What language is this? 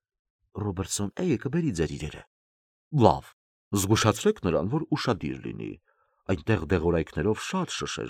Armenian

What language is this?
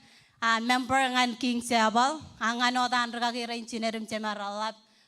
Marshallese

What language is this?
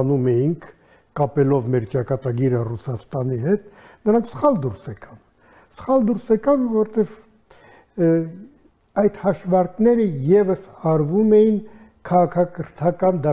Armenian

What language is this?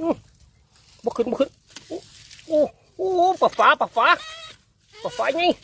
Lao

